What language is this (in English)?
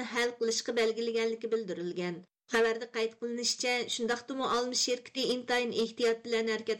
Uyghur